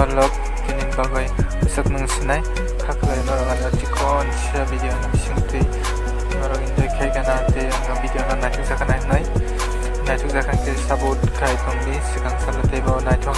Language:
Kok Borok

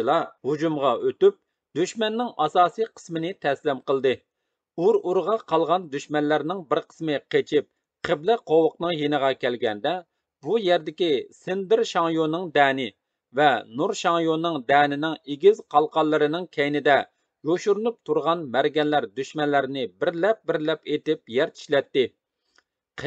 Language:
Uyghur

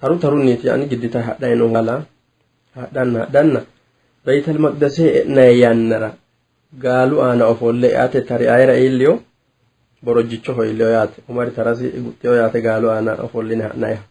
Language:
Sidamo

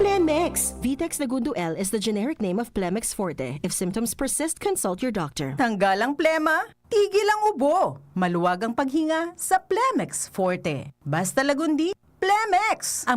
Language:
Bikol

